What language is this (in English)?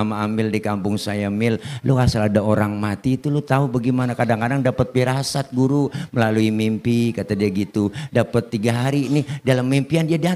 Betawi